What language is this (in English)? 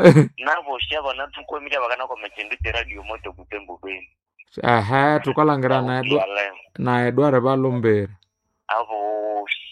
Nande